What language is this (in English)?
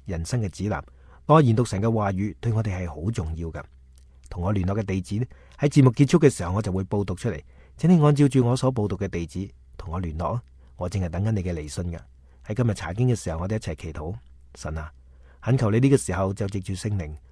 Cantonese